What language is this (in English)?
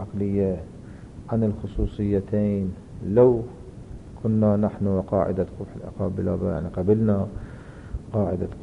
Arabic